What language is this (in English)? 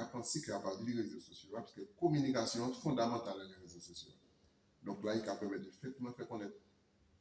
Guadeloupean Creole French